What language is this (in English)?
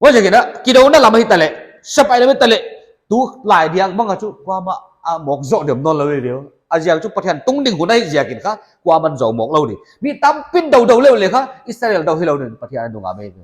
Paite Chin